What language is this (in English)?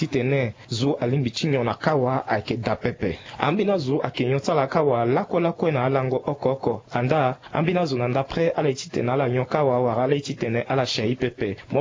Sango